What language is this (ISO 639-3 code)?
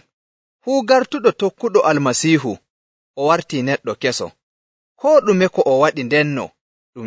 fuv